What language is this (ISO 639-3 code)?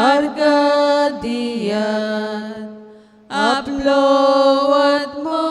kok